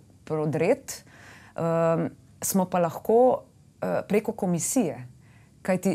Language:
Slovenian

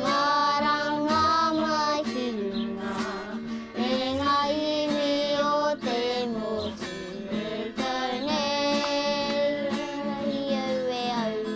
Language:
Māori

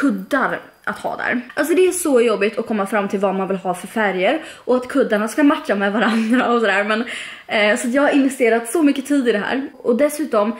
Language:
Swedish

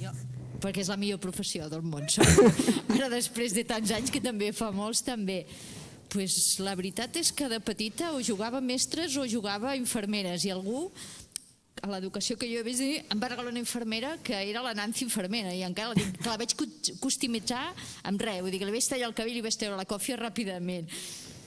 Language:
Catalan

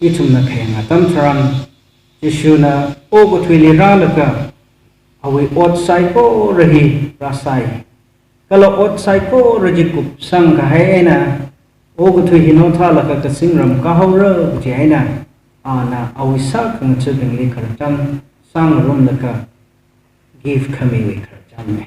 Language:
Tangkhul Naga (India)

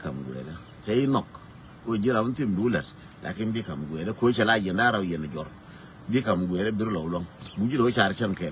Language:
Nuer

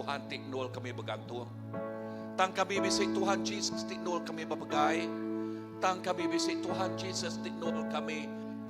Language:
Iban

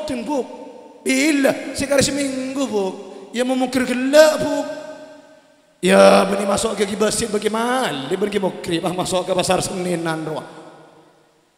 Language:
Madurese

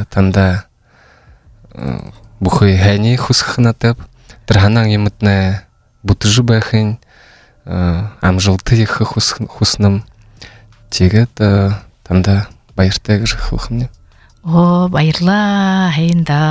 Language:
Buriat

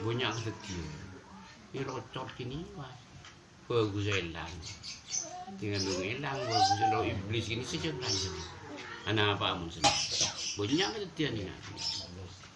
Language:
Madurese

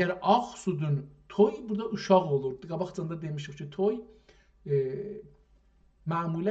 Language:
South Azerbaijani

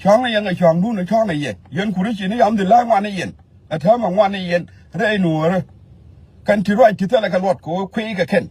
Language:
Nuer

